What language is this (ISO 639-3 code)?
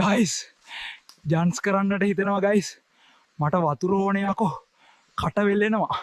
sin